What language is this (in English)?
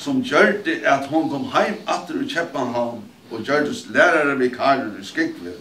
Faroese